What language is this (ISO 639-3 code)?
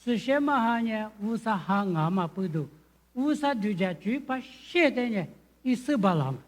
lis